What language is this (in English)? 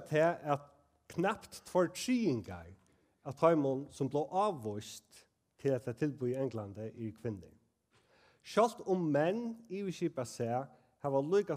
Faroese